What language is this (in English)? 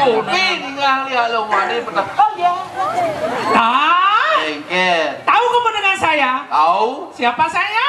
Balinese